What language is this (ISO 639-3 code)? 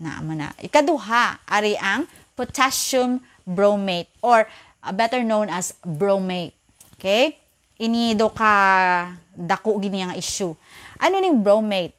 hil